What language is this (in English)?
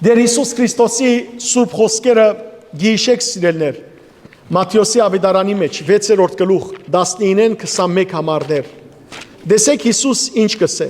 Western Armenian